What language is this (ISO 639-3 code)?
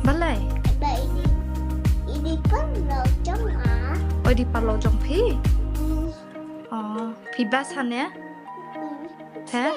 kha